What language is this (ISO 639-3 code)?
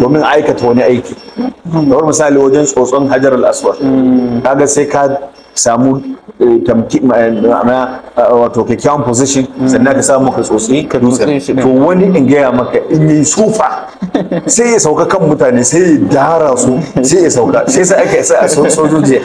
hau